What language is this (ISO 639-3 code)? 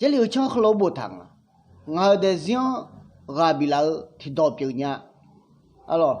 ahk